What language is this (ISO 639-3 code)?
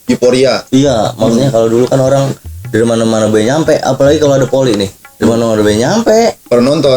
bew